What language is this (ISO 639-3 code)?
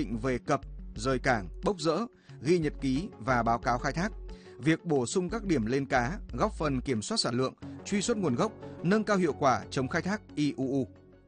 vie